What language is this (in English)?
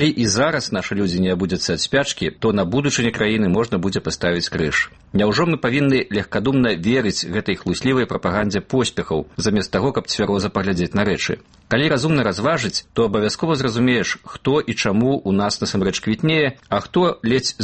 Belarusian